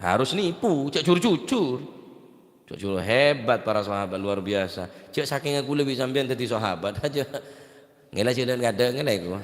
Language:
Madurese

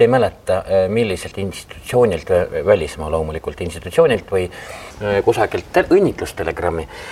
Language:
Estonian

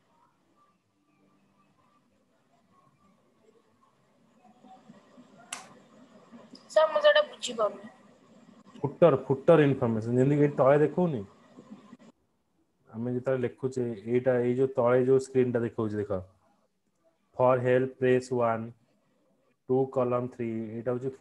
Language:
Odia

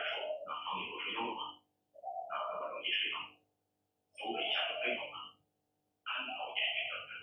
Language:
Chinese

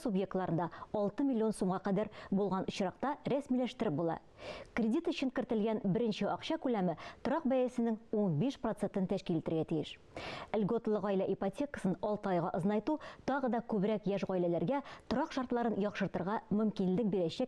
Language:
Tatar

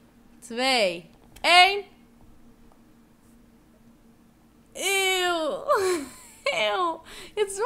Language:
Dutch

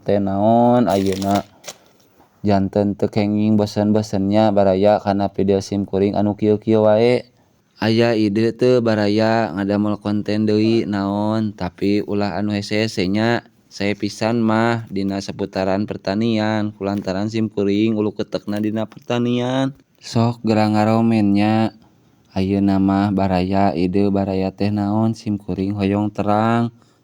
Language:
Sundanese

